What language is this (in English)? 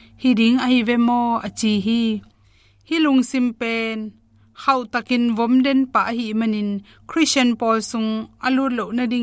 Tedim Chin